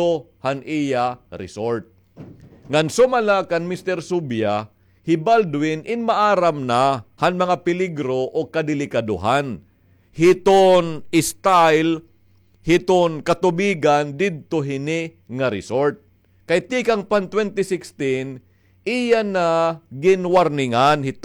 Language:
Waray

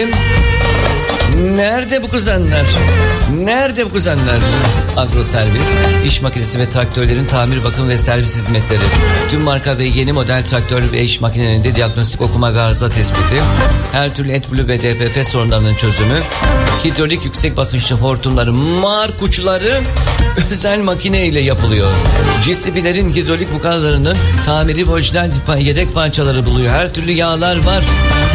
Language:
Turkish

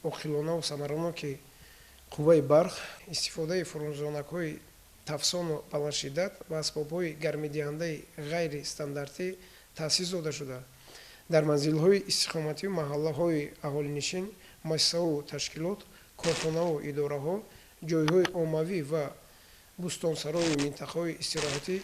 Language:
Tajik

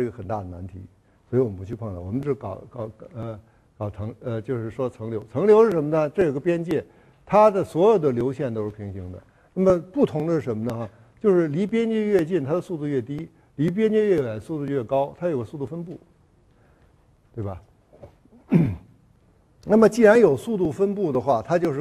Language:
Chinese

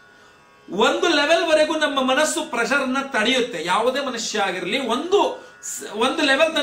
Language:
Kannada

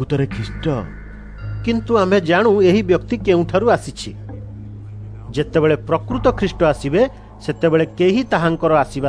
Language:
Odia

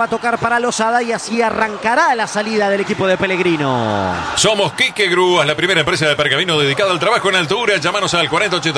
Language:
Spanish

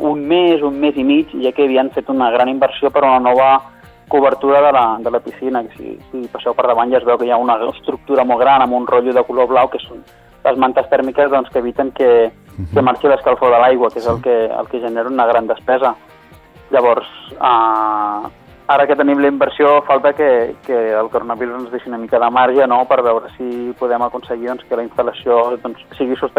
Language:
Catalan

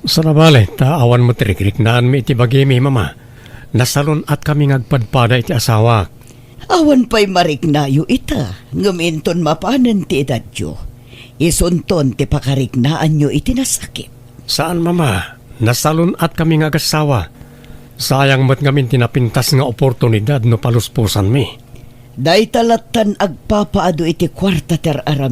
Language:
Iloko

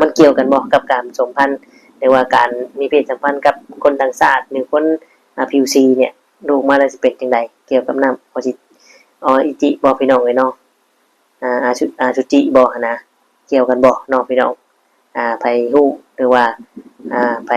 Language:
Northeastern Thai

